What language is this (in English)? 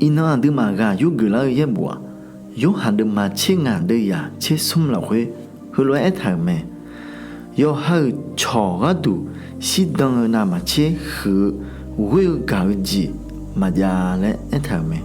Akha